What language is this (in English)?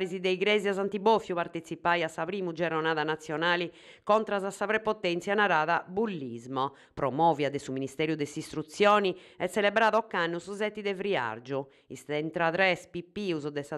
Sardinian